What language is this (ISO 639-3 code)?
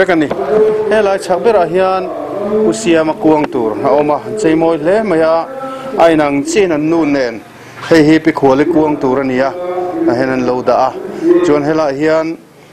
lus